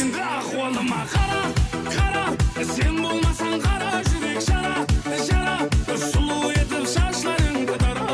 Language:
Kara-Kalpak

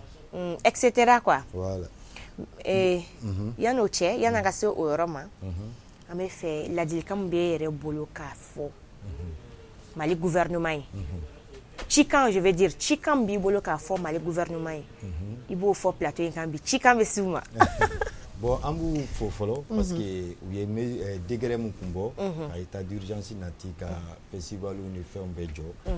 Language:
Bambara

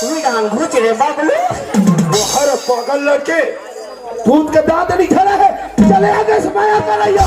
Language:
Chhattisgarhi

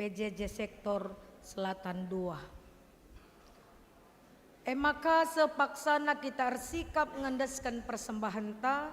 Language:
Batak Karo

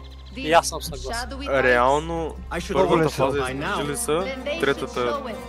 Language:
Bulgarian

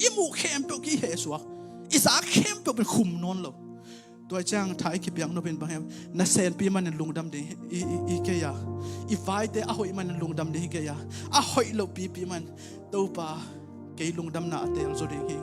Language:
Tedim Chin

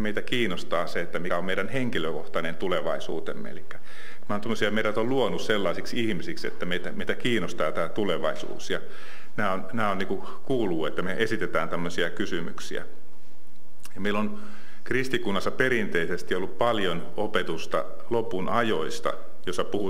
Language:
Finnish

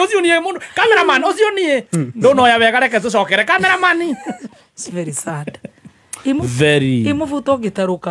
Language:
Kikuyu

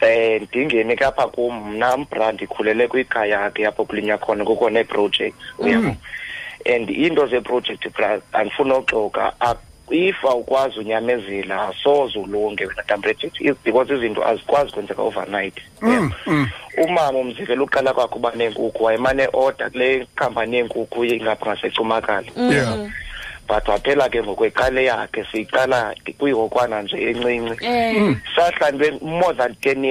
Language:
Xhosa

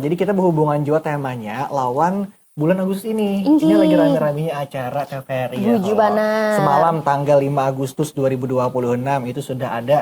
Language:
Banjar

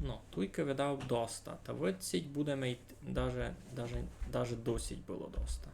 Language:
Rusyn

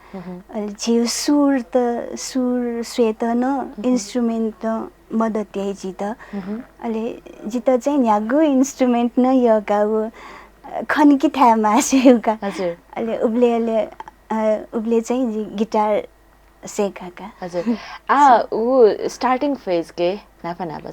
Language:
Newari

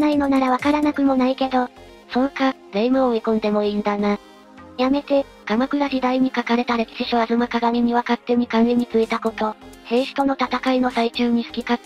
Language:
Japanese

